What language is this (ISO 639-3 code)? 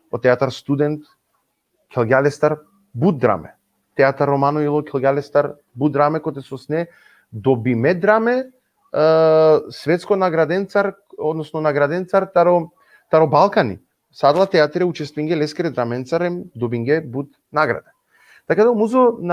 rmn